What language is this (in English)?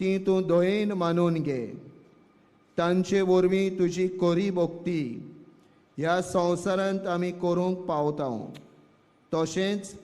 Konkani